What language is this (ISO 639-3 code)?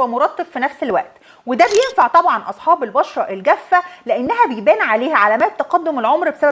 arz